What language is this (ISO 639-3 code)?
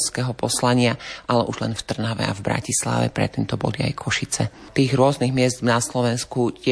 slk